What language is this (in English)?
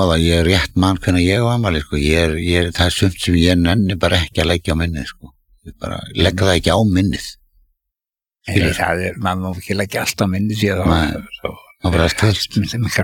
Icelandic